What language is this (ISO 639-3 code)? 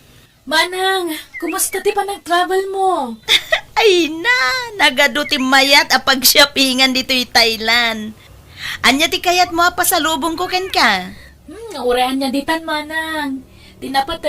ilo